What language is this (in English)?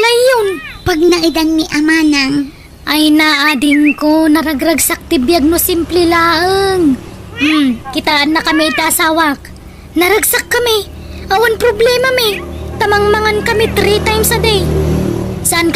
Iloko